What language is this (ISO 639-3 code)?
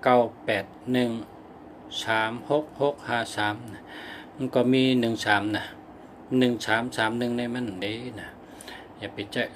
shn